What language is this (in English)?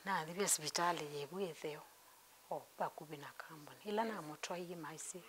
Kamba